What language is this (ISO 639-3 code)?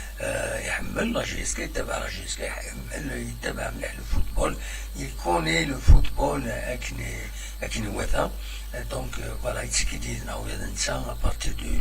kab